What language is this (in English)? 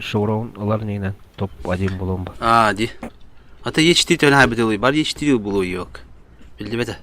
Yakut